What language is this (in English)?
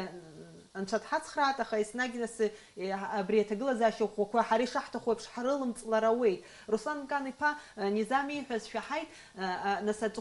Abkhazian